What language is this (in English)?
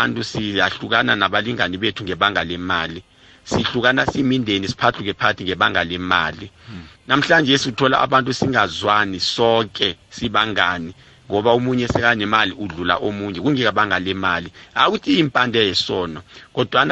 South Ndebele